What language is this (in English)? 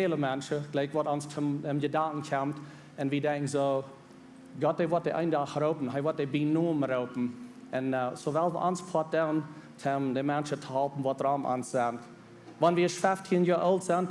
Plautdietsch